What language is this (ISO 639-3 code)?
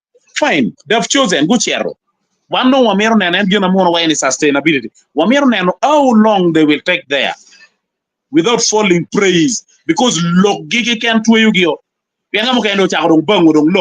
ach